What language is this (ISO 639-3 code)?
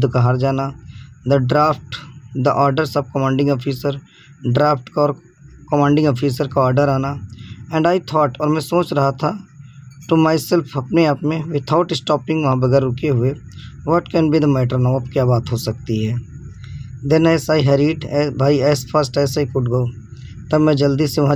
hin